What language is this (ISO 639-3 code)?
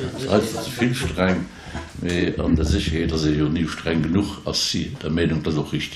ltz